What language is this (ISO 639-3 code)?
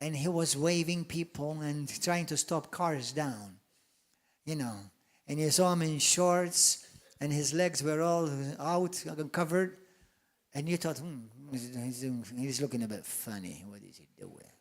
eng